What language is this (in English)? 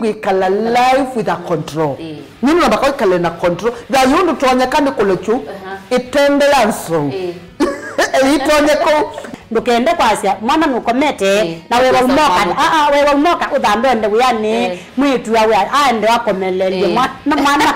Kamba